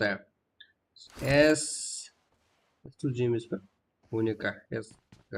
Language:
Kara-Kalpak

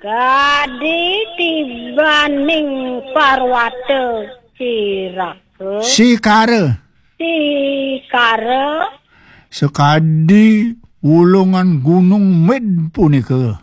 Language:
Balinese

